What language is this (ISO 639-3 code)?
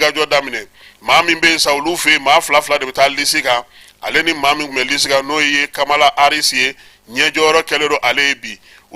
bam